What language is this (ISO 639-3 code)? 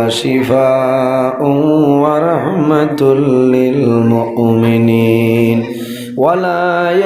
syl